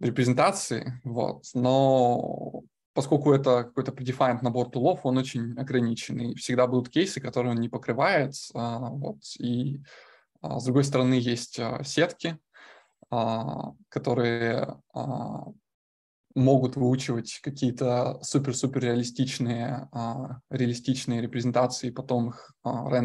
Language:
Russian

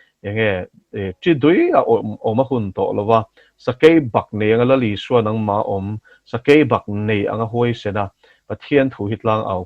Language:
Mizo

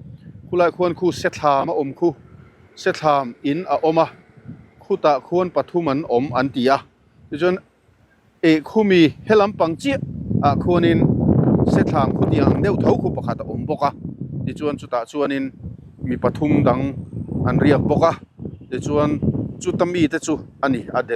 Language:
Mizo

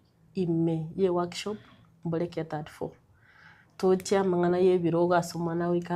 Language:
Gusii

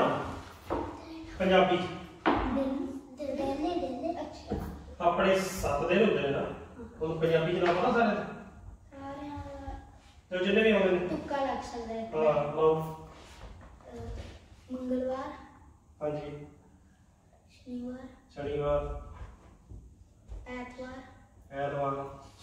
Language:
Punjabi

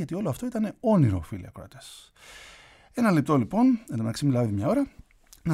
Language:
Greek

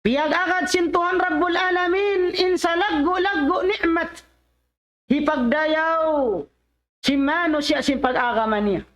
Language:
Tausug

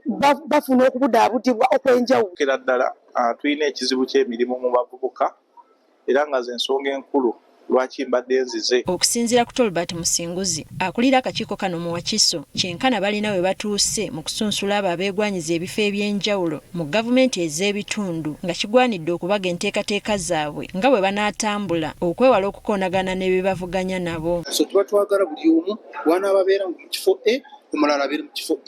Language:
Ganda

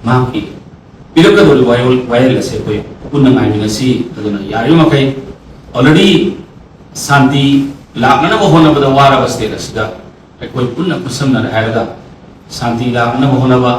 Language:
Manipuri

